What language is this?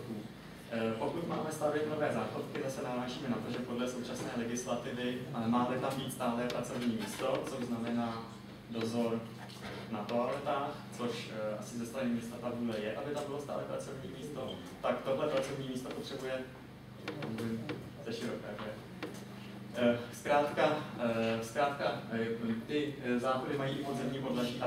Czech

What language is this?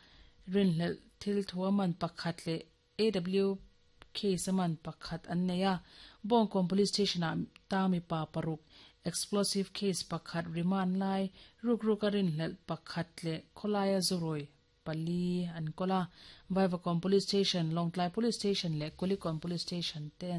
Mizo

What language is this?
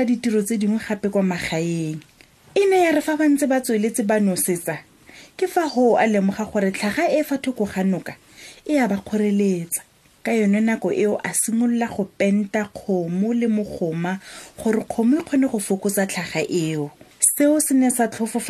Tswana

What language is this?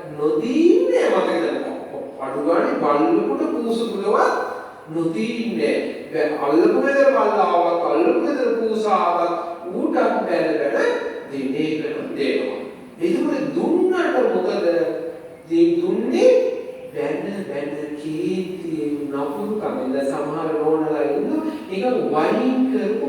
Sinhala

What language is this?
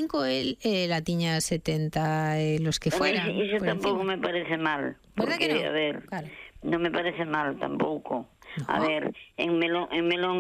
Galician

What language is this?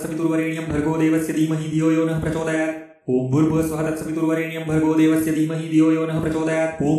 Sanskrit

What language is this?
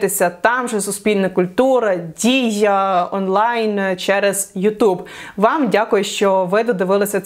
Ukrainian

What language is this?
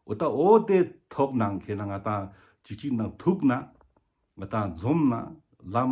Ladakhi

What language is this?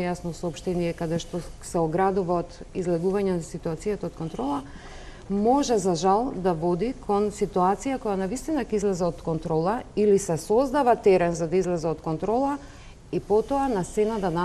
Macedonian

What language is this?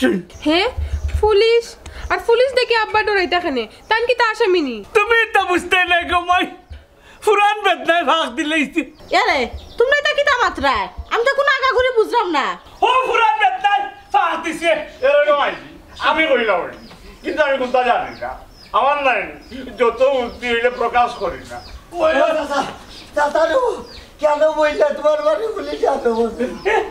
Sylheti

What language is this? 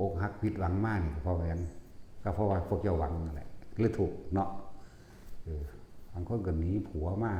Northeastern Thai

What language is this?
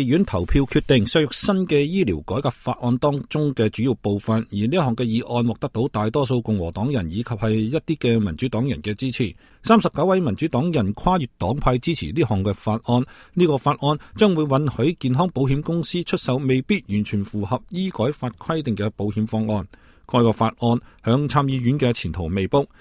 Cantonese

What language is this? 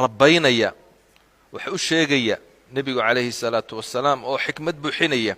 Somali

